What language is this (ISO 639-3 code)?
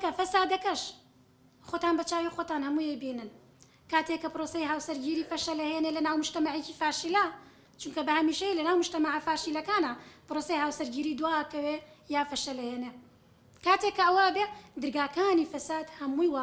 ckb